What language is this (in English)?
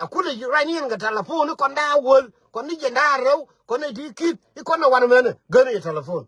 Nuer